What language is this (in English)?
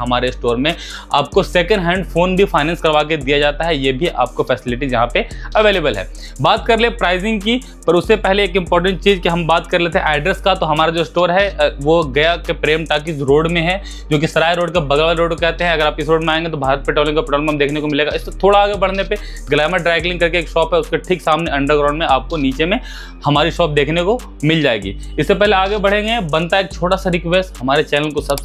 Hindi